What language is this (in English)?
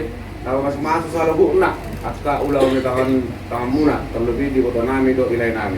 Batak Toba